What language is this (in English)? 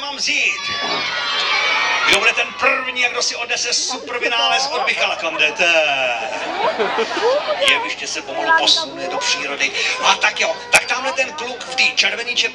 Czech